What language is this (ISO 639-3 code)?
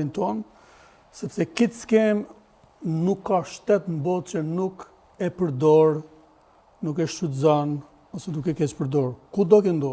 sqi